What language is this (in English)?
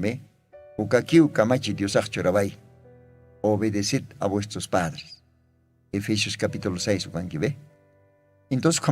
Aymara